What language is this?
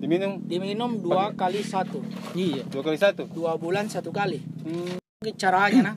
Makassar Malay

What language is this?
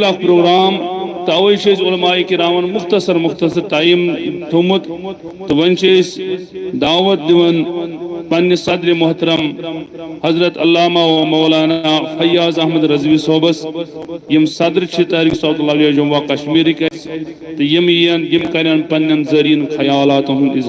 Kashmiri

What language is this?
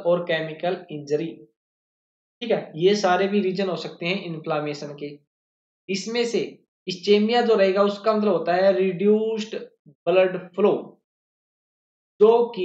Hindi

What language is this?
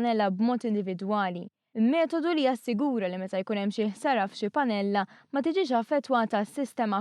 Maltese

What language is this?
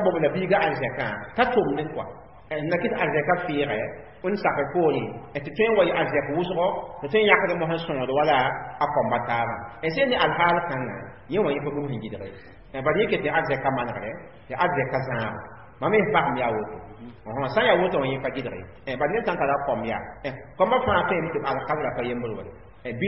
Mossi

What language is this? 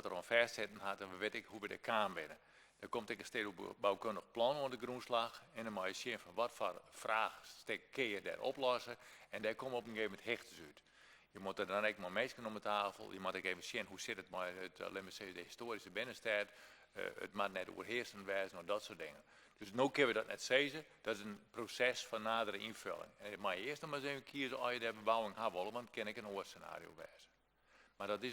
Western Frisian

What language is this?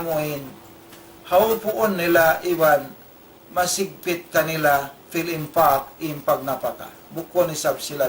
Tausug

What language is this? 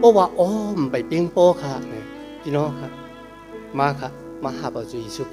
Shan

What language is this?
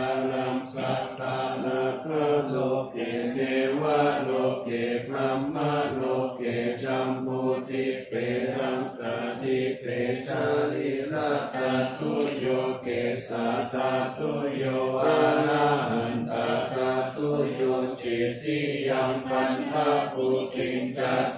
Pali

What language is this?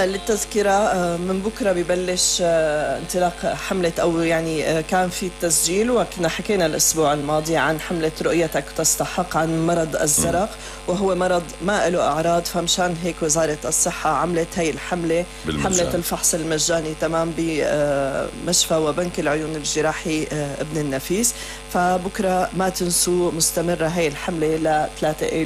North Levantine Arabic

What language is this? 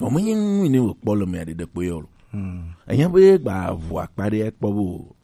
Gen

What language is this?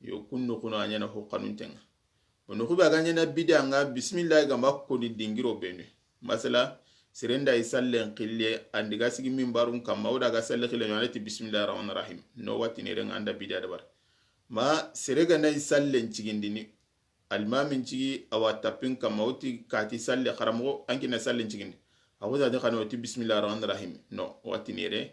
Soninke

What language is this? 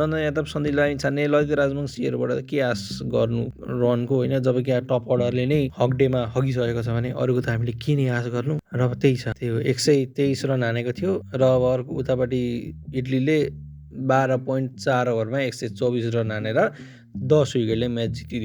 Nepali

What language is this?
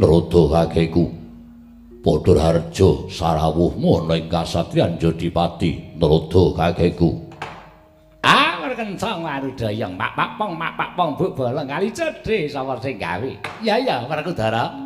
Javanese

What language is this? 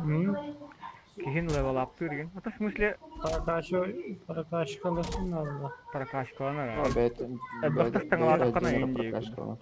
Yakut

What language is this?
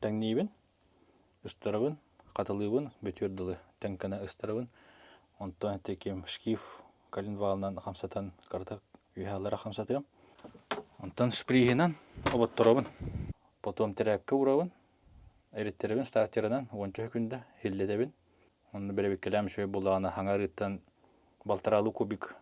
Yakut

